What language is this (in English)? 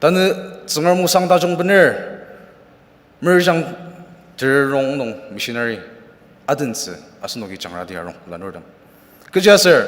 Ao Naga